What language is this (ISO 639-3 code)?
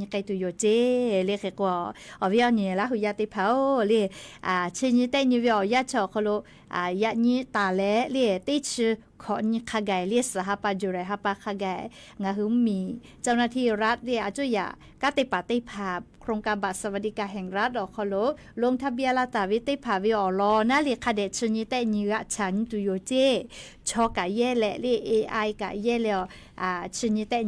lhu